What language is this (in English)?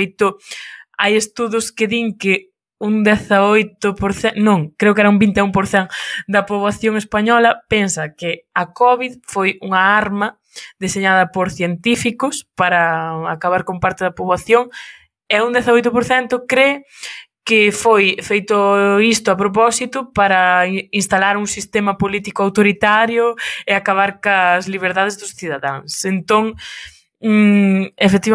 Galician